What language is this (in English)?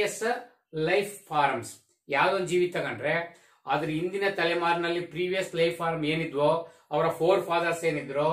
Kannada